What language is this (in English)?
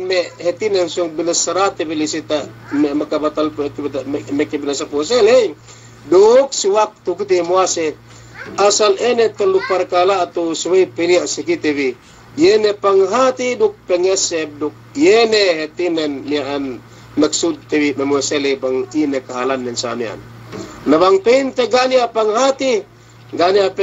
Yakan